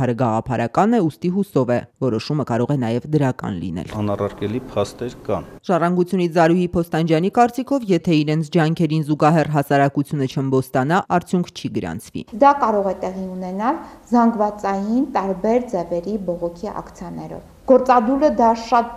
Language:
Armenian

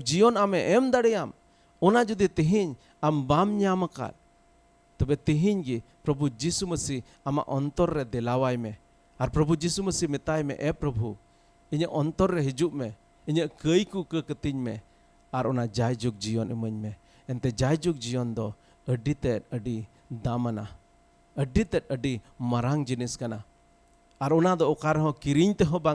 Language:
Santali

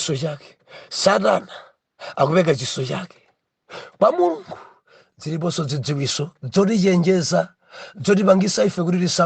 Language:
Nyanja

